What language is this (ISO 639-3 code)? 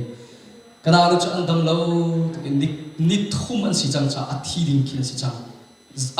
cnh